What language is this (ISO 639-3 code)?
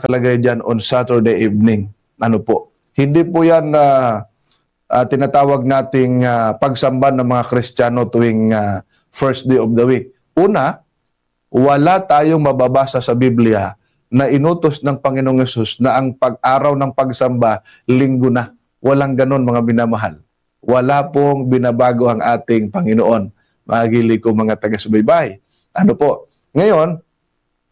fil